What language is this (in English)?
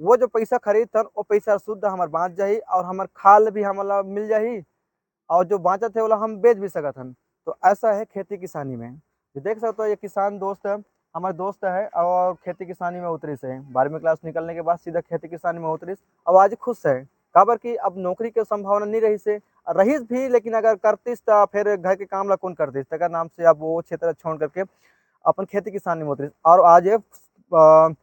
Chhattisgarhi